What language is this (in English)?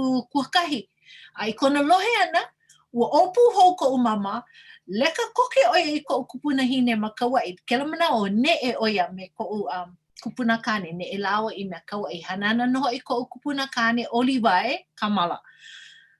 Hawaiian